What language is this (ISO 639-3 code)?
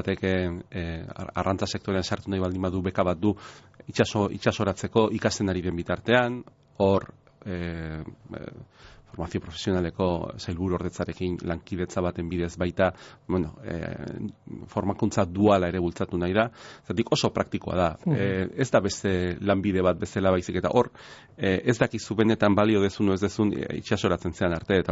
eus